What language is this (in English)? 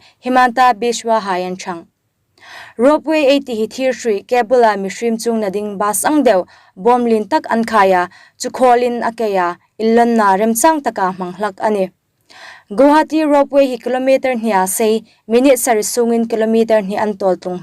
Hmar